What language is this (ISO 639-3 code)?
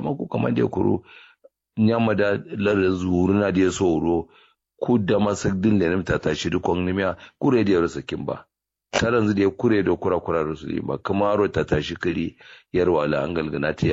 kau